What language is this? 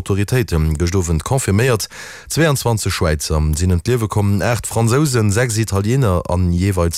Luxembourgish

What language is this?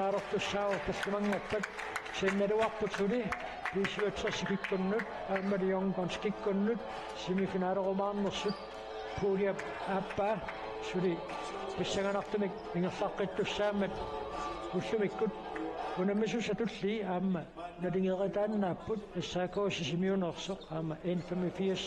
Kalaallisut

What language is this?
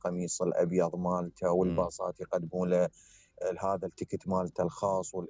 Mesopotamian Arabic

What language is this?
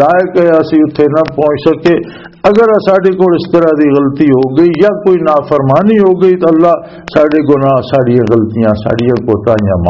Western Panjabi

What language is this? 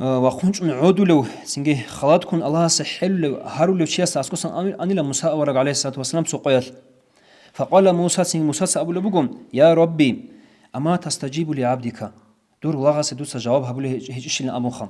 Avaric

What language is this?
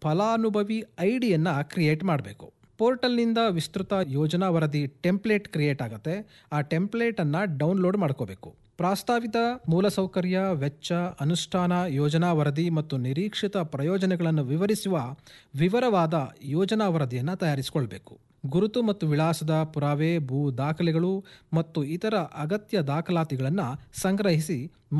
Kannada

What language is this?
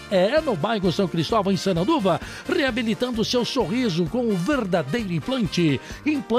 Portuguese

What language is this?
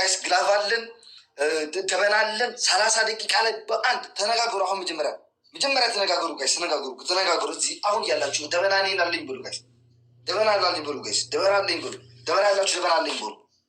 Amharic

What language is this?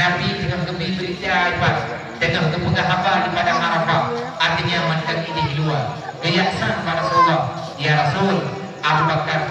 Achinese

